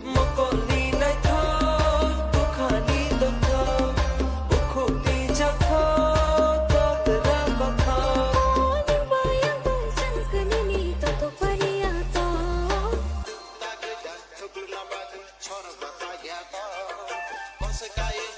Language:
Kok Borok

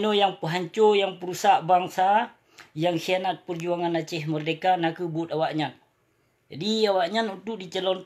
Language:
Achinese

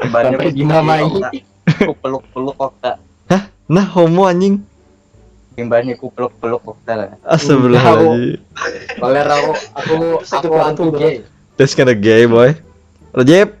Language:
Banjar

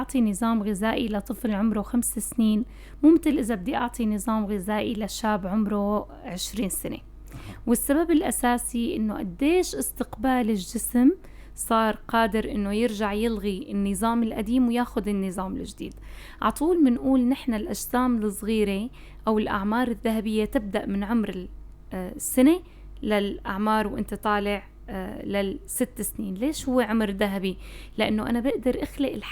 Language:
North Levantine Arabic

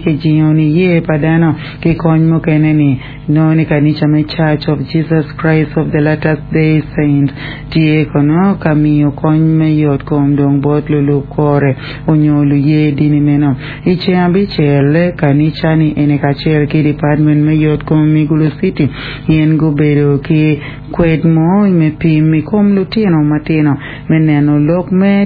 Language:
Acoli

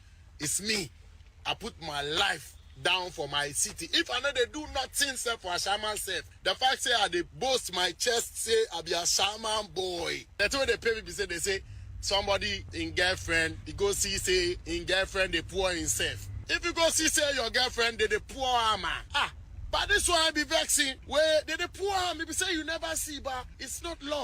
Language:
Akan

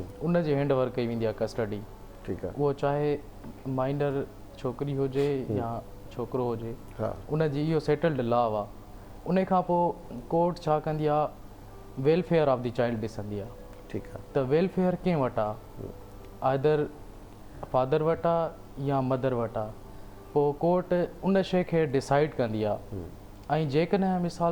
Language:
Sindhi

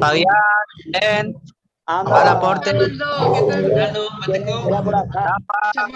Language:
Guarani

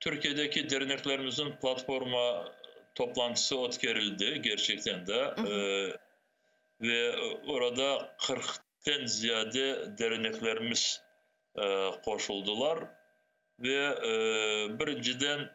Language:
Crimean Tatar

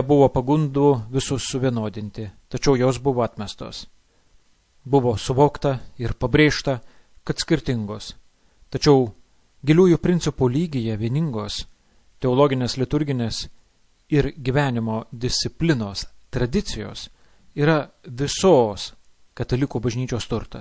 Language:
Lithuanian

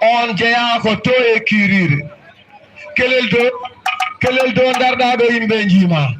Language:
Fula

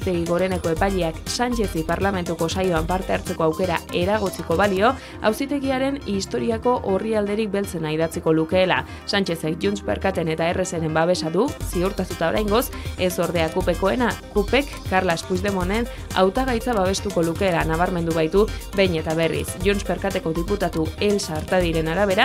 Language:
Basque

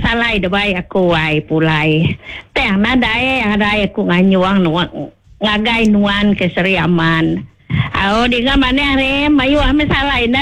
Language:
Iban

